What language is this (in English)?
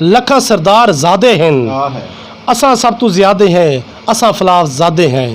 Saraiki